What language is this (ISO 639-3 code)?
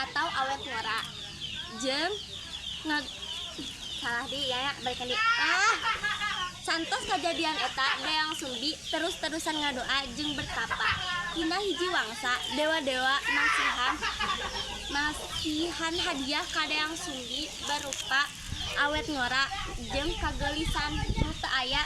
sun